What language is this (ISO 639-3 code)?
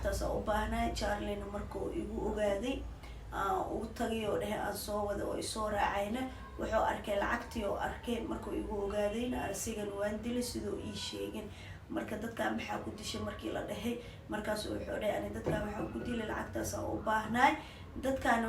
som